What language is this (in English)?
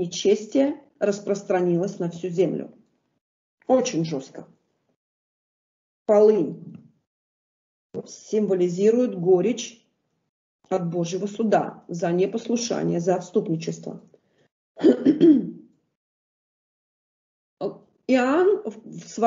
Russian